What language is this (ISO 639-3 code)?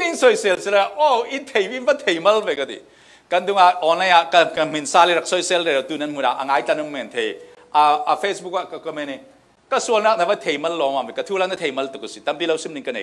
cfm